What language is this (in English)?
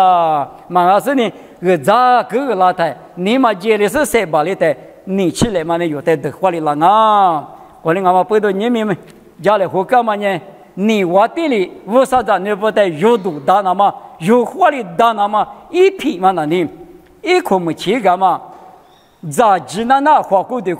Lisu